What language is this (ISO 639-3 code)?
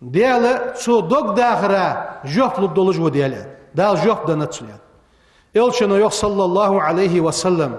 inh